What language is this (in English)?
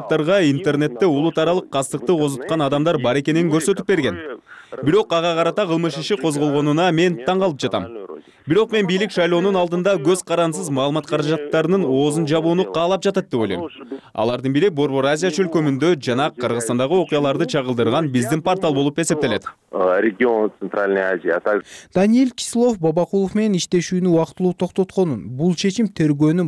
Kyrgyz